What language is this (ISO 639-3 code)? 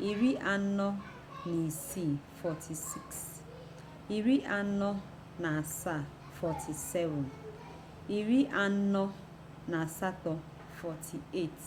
ibo